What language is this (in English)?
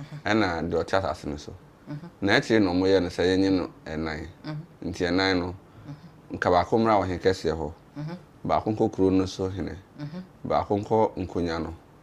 Akan